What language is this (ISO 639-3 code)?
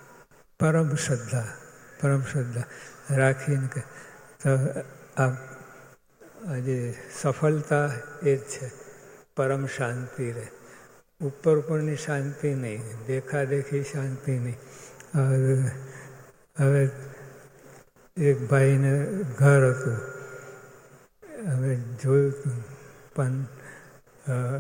guj